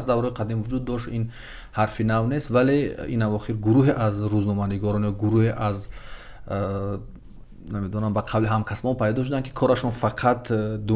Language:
Tajik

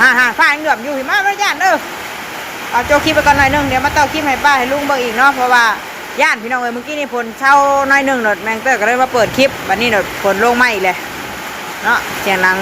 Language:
Northeastern Thai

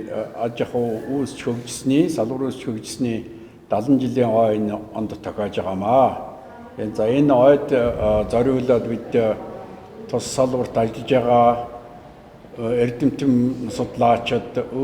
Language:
Mongolian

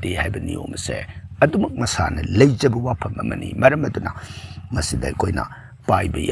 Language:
Manipuri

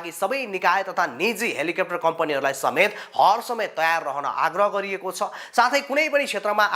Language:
Nepali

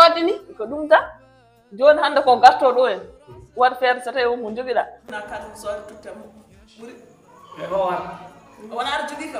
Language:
Fula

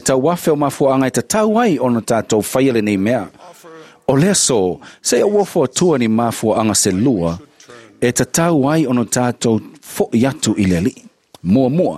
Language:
Samoan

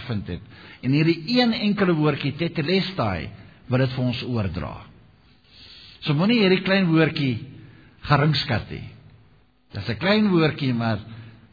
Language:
Afrikaans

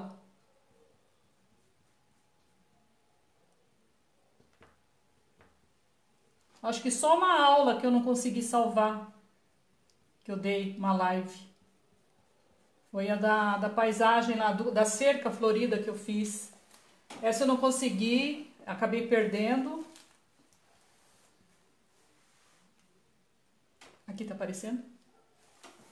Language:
Portuguese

